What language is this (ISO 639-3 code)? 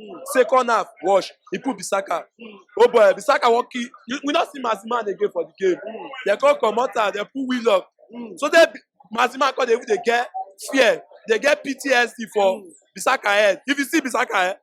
pcm